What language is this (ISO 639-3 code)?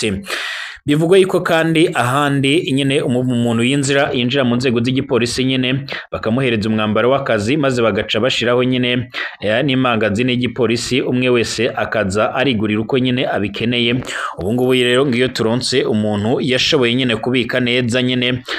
run